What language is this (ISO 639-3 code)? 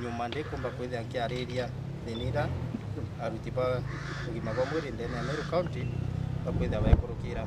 mer